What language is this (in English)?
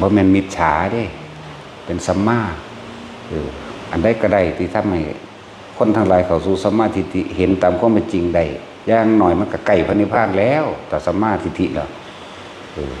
Northeastern Thai